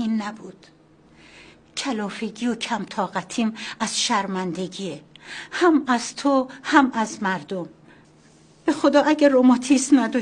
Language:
Persian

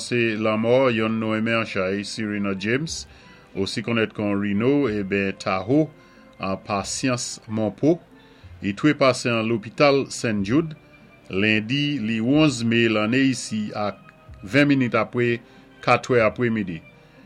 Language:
Saint Lucian Creole French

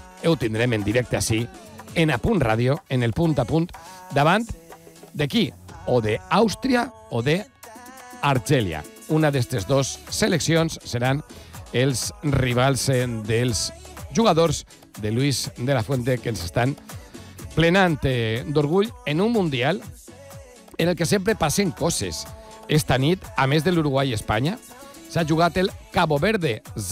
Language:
Catalan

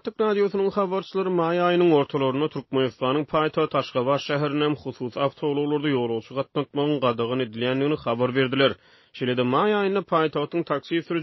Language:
Turkmen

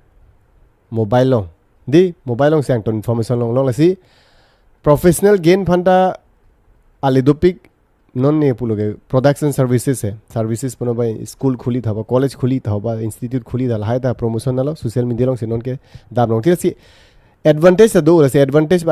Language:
Karbi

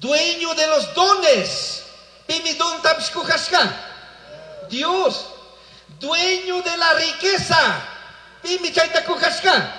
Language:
Chimborazo Highland Quichua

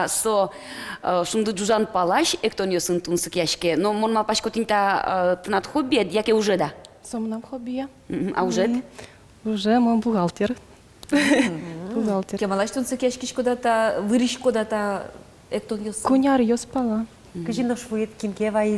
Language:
Udmurt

